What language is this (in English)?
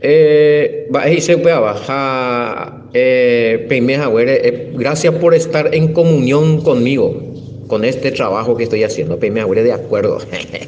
Guarani